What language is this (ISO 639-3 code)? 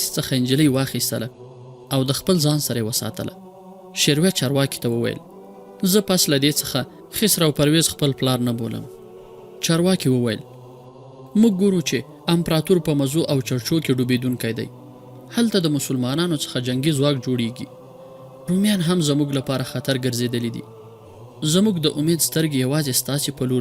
pus